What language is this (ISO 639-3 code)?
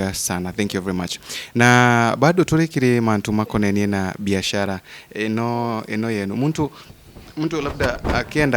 mer